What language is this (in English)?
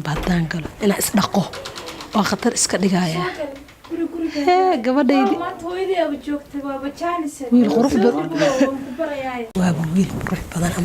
Somali